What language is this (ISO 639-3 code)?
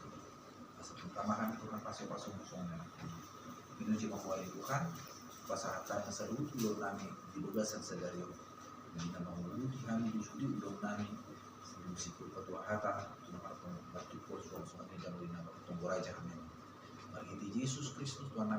bbc